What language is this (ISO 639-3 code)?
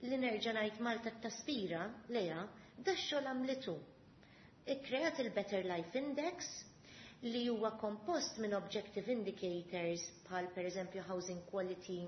mlt